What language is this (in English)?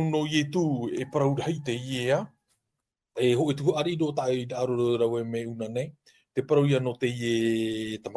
Tahitian